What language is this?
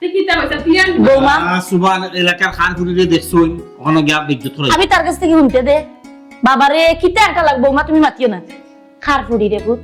Sylheti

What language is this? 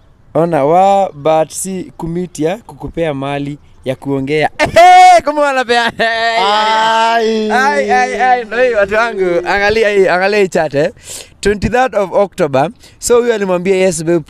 Swahili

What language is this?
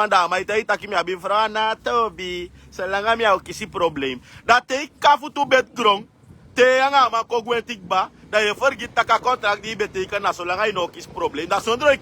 Sranan Tongo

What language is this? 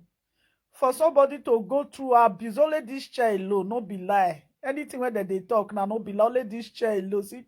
Nigerian Pidgin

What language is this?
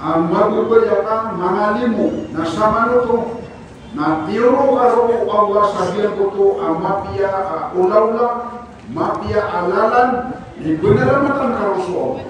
Maranao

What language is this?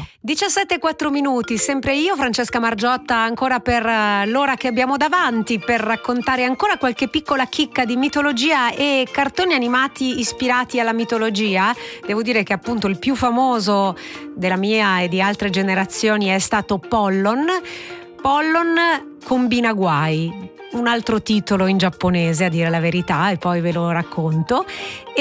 Italian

